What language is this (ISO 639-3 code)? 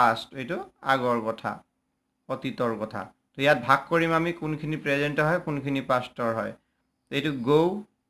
asm